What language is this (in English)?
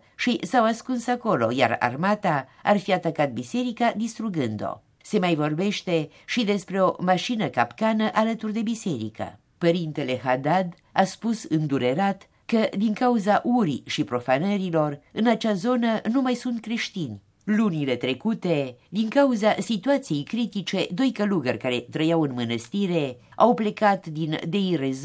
Romanian